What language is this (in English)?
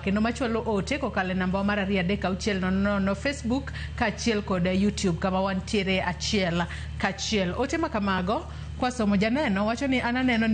Luo (Kenya and Tanzania)